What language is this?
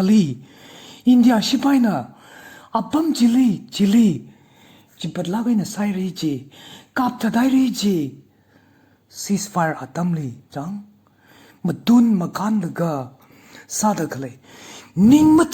Tangkhul Naga (India)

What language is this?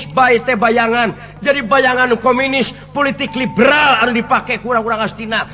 Sundanese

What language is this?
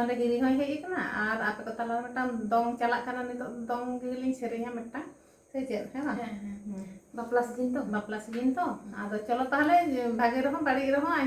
Santali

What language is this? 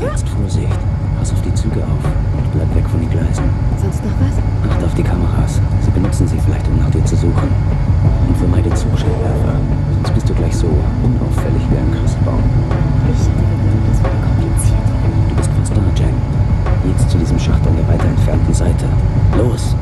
Bavarian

